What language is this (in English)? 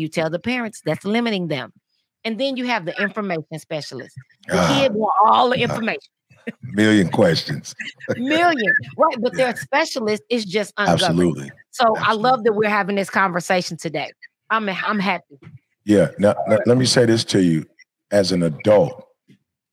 English